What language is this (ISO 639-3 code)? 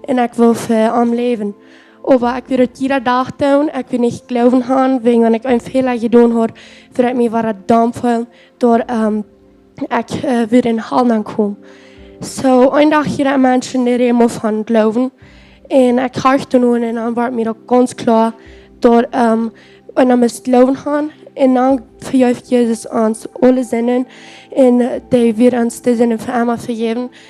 pdt